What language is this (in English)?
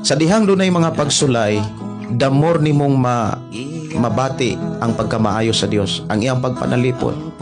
Cebuano